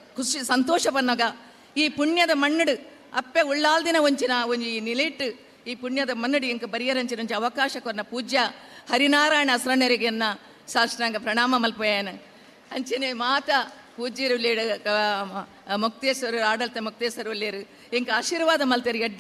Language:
Tulu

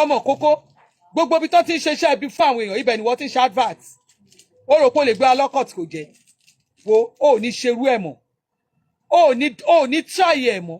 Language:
Yoruba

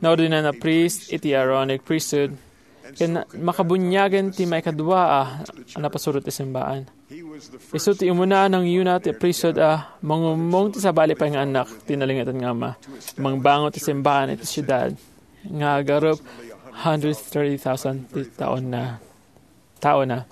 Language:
Iloko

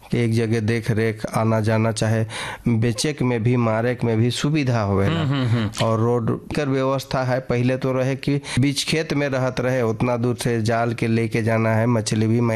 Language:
Bhojpuri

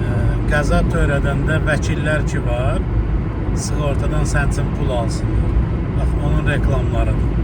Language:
Azerbaijani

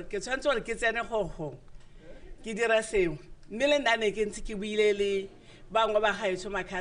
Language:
Tswana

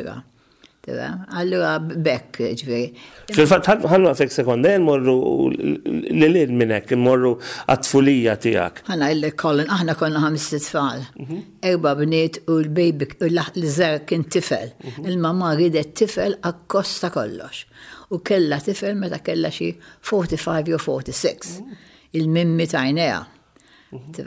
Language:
Maltese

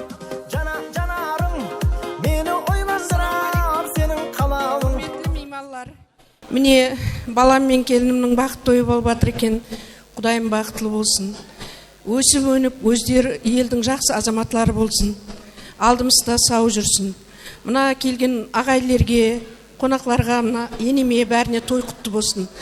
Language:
Kara-Kalpak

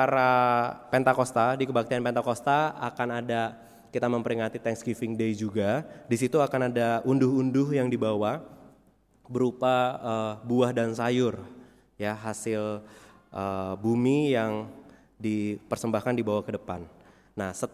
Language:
Indonesian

